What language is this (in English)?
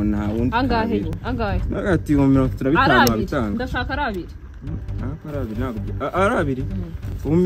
Kinyarwanda